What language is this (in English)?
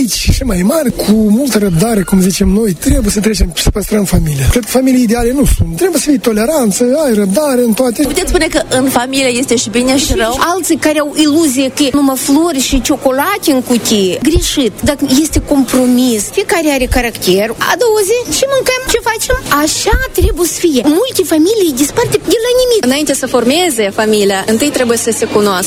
Romanian